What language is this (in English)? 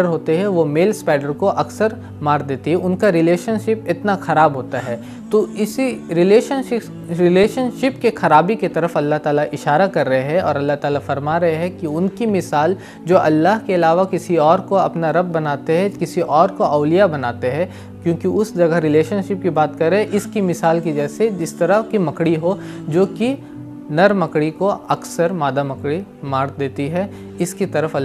Urdu